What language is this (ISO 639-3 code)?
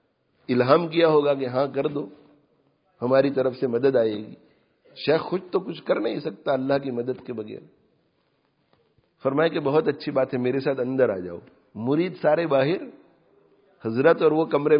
urd